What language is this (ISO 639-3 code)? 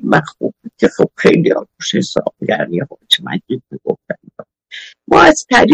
fas